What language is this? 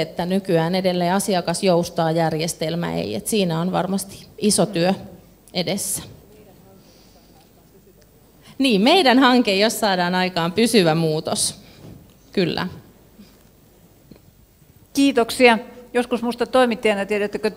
Finnish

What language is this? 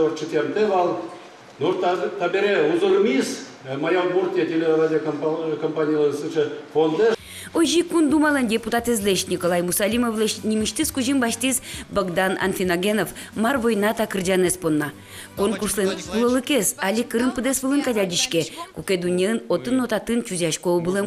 Udmurt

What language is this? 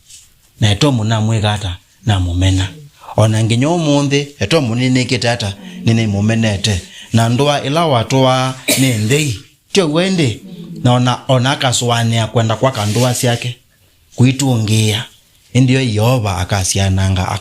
Kamba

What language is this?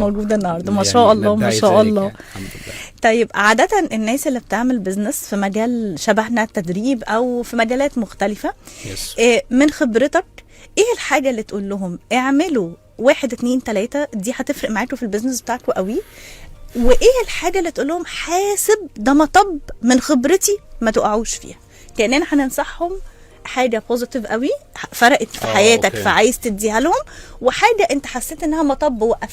Egyptian Arabic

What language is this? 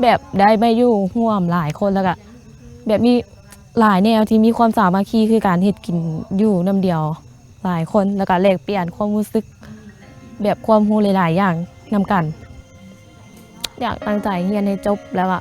Lao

